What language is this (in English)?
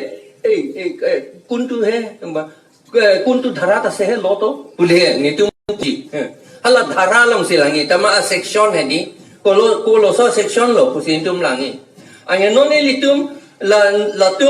Karbi